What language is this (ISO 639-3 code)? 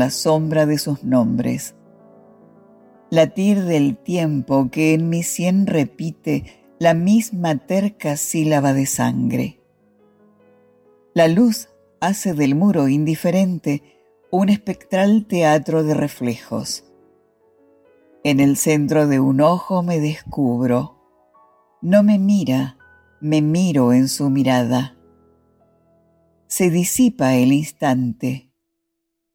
spa